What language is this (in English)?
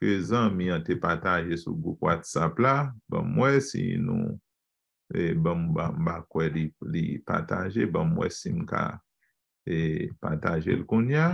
Haitian Creole